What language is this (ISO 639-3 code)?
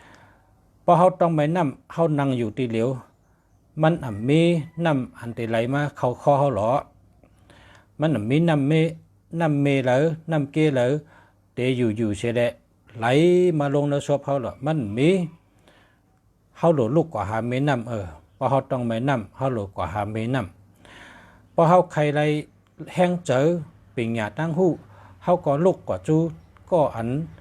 shn